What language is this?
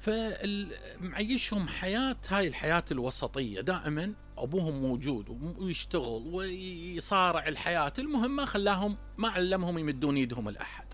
Mesopotamian Arabic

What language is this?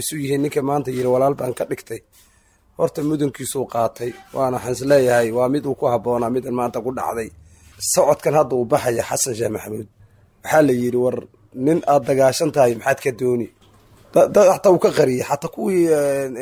Somali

